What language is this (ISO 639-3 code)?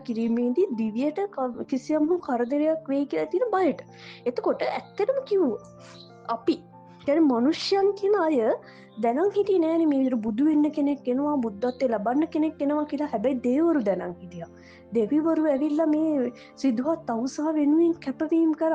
sin